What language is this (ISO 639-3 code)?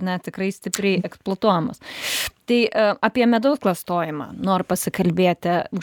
lit